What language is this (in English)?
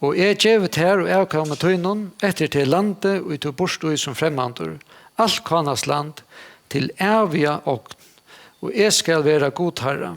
Faroese